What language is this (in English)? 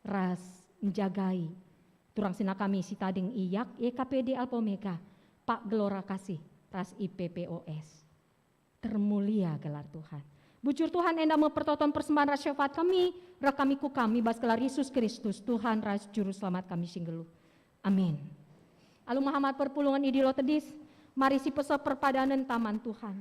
Batak Karo